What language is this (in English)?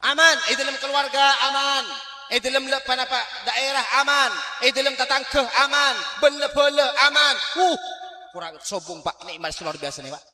Madurese